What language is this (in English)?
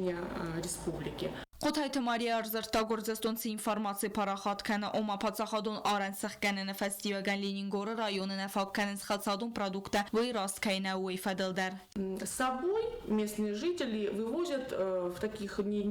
Ossetic